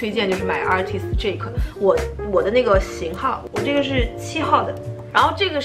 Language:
Chinese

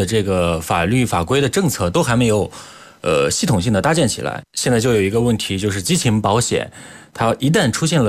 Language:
Chinese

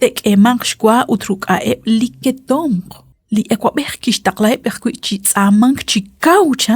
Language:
Kekchí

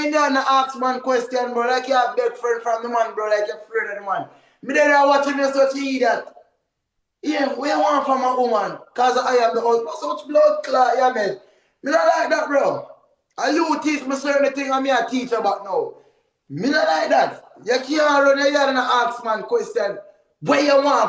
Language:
Jamaican Creole English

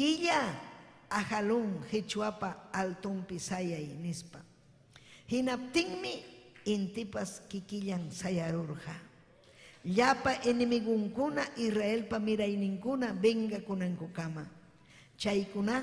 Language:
Ayacucho Quechua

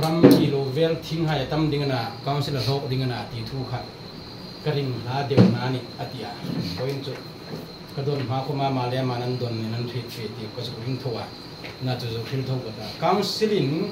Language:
Hmar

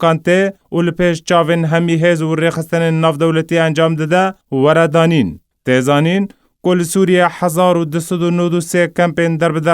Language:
Kurdish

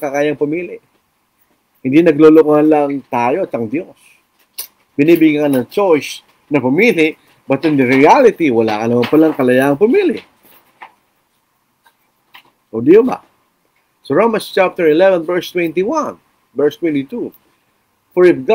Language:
Filipino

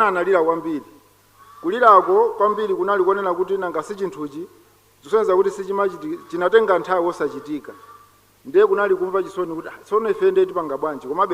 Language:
Nyanja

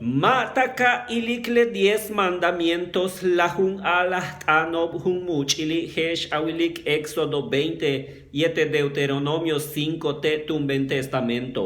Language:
Yucateco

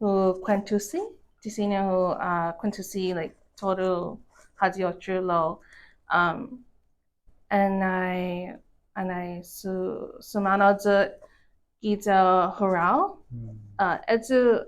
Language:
Chamorro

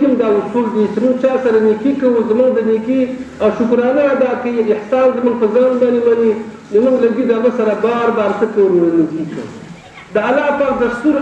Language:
Pashto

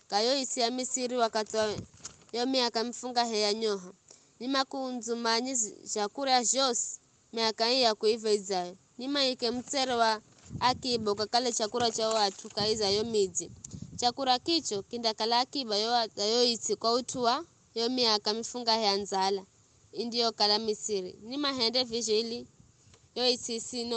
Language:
Giryama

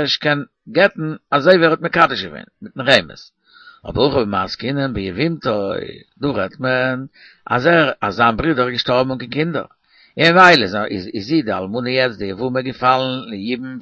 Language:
Yiddish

